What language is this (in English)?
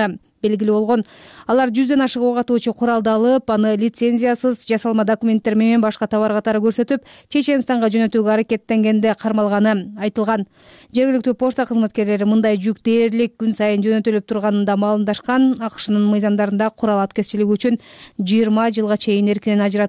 Kyrgyz